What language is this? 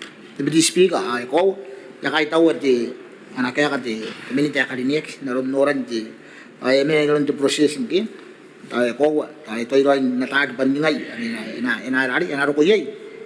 Gilbertese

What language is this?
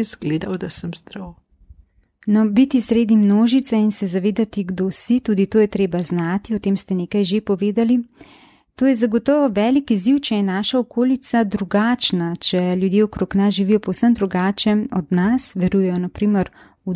Slovenian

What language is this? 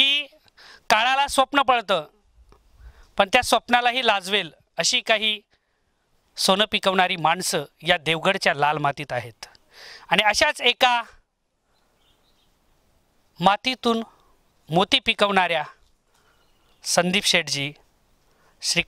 Marathi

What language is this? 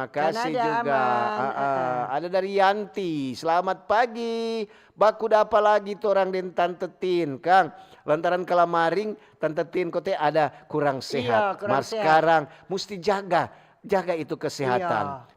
Manado Malay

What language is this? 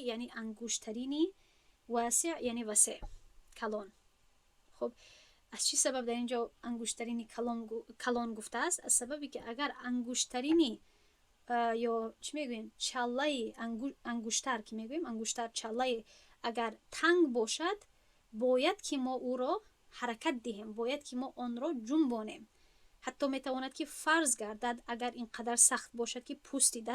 Tajik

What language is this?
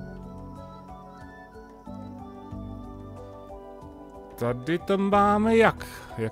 Czech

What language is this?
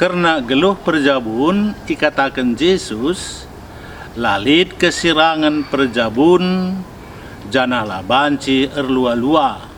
Batak Karo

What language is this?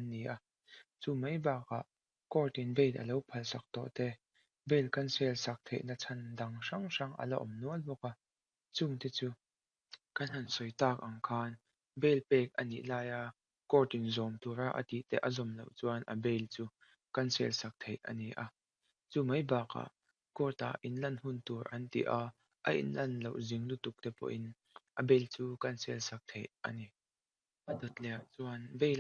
Mizo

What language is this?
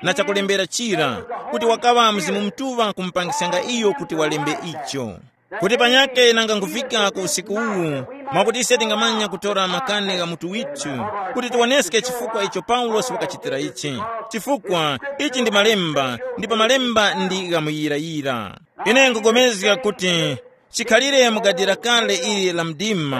Tumbuka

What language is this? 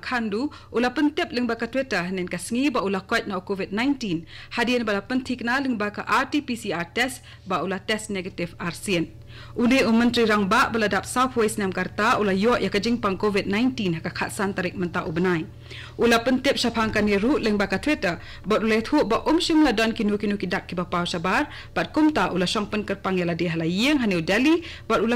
Khasi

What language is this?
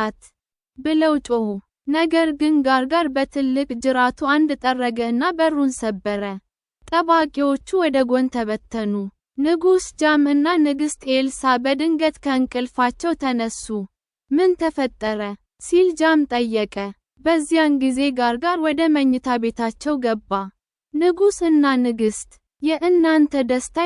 Amharic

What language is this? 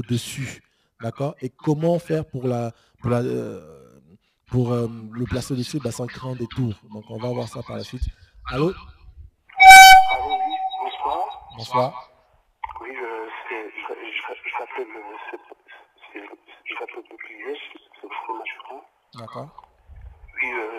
French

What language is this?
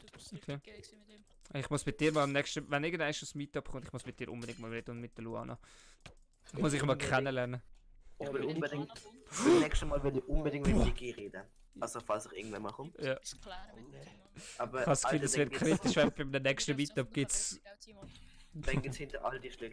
Swiss German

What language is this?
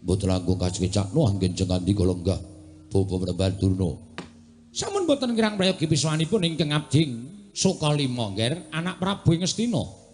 Javanese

